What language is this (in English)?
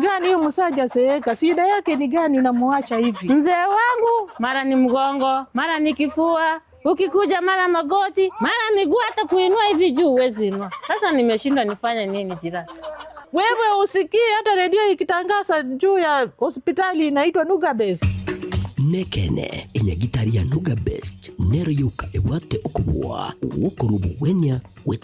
Gusii